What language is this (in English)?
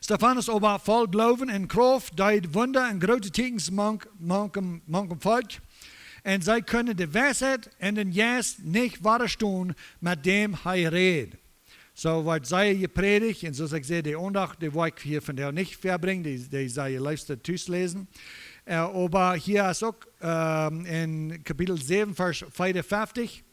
Plautdietsch